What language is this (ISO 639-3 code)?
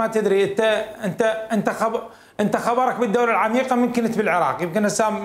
acm